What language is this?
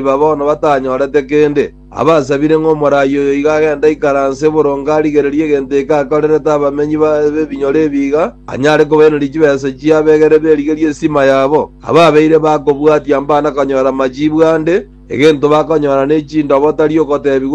Gusii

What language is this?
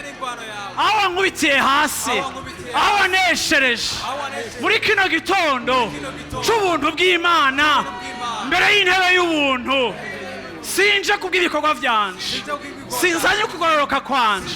Rundi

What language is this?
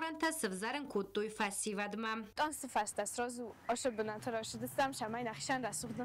Ossetic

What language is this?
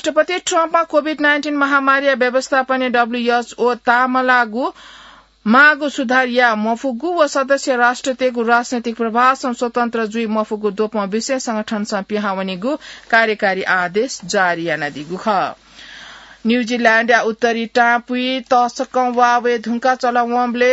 Newari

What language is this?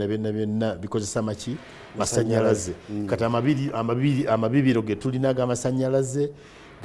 Ganda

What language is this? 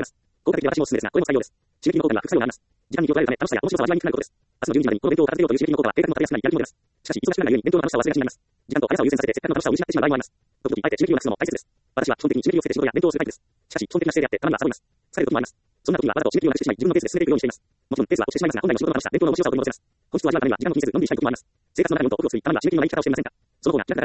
Japanese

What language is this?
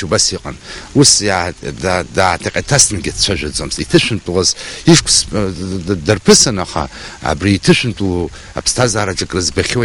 Abkhazian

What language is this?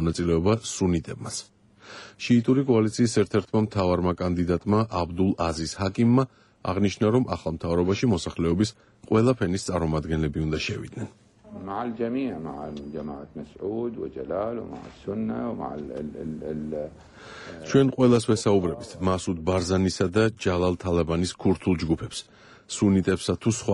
Georgian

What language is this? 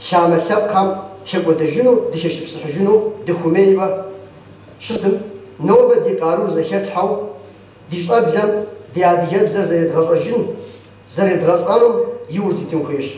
Kabardian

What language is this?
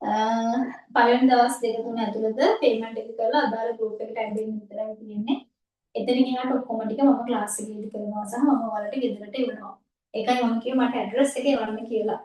Sinhala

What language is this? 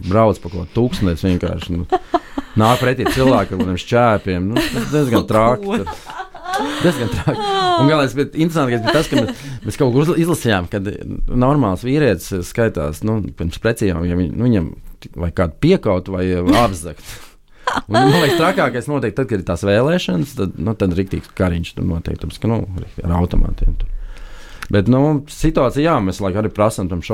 Latvian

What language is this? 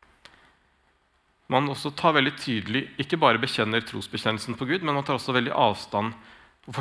Norwegian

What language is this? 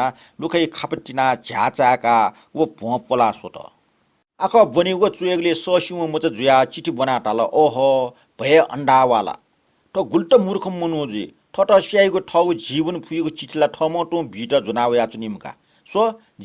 Newari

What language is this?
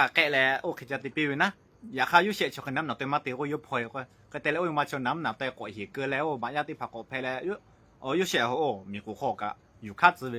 Lahu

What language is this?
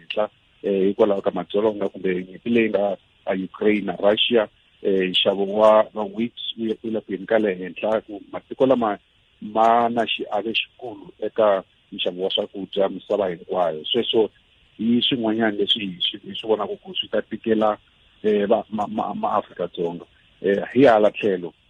Tsonga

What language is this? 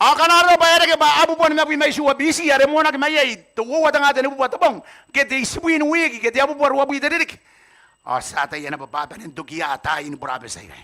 Gilbertese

